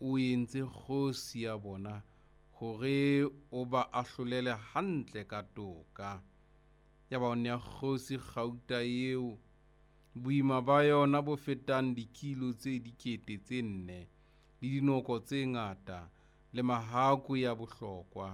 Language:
Southern Sotho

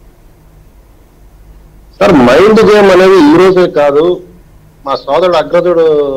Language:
Telugu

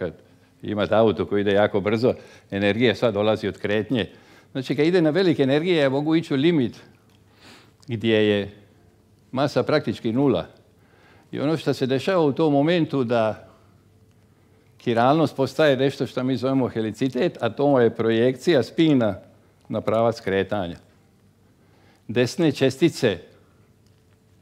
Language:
Croatian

